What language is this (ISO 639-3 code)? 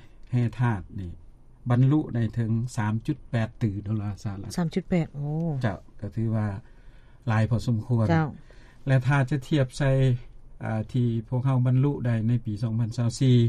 lao